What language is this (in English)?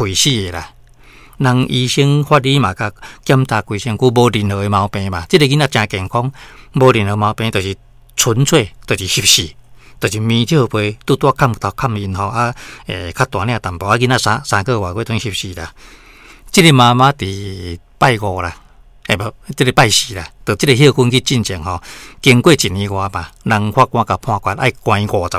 Min Nan Chinese